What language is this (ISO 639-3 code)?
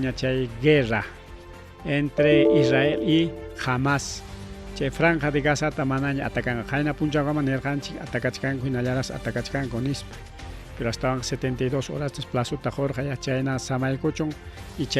quy